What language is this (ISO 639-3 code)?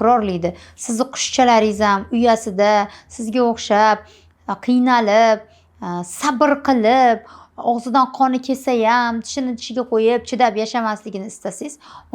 uzb